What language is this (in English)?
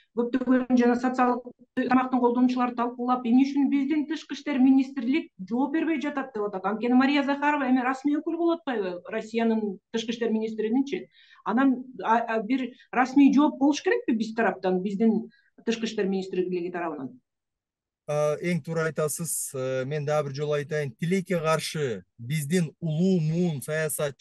Kyrgyz